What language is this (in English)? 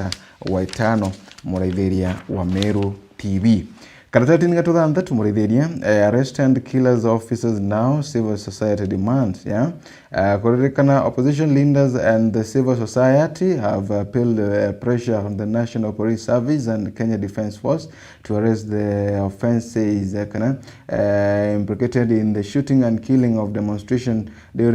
Meru